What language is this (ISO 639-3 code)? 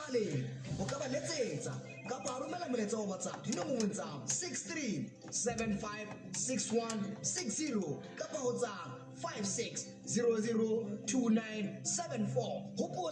sot